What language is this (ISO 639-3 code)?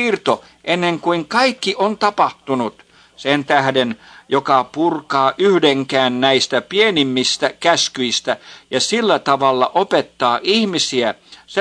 fin